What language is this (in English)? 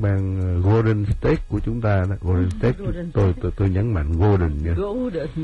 Vietnamese